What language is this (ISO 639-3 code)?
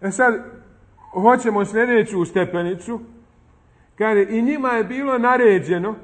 bos